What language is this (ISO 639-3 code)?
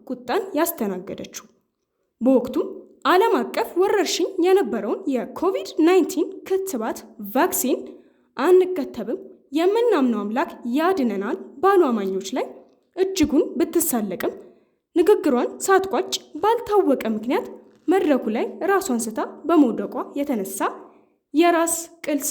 amh